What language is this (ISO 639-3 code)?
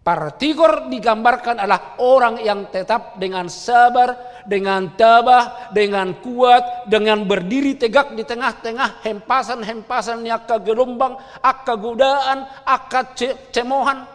bbc